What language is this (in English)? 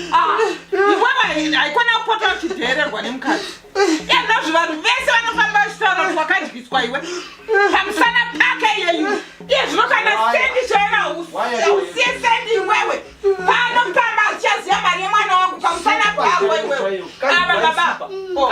Shona